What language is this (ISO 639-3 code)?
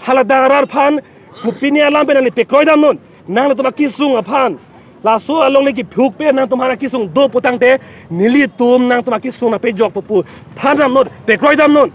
mjw